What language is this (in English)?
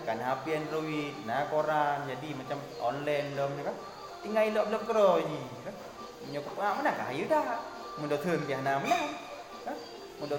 Achinese